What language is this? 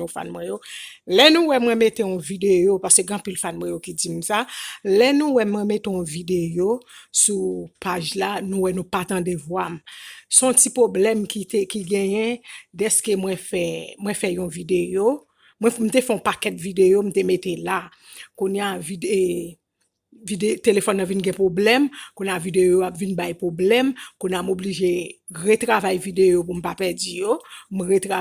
Haitian Creole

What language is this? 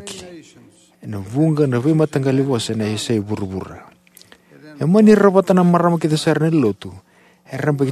Fijian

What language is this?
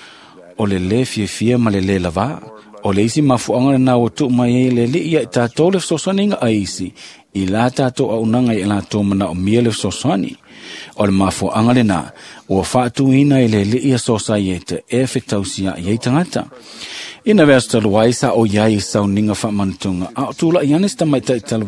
Samoan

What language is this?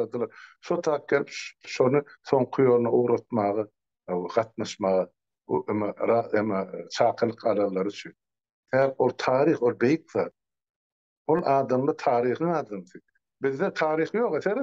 Turkmen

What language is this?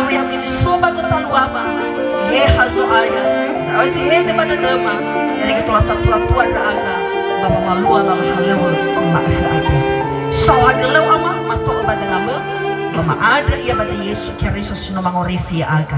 Nias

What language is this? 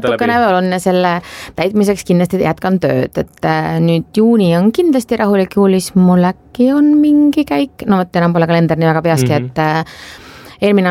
Estonian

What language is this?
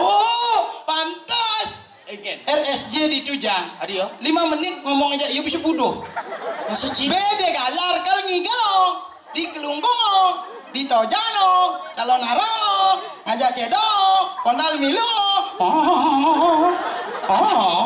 Balinese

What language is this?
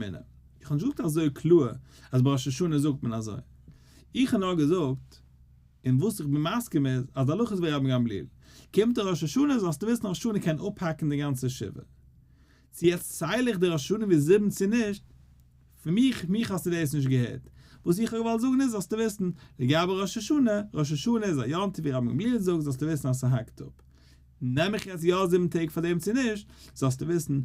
Yiddish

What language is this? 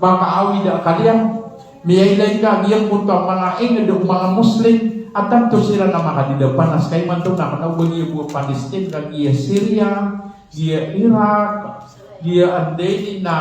Maranao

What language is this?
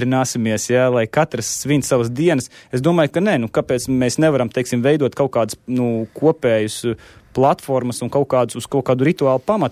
Latvian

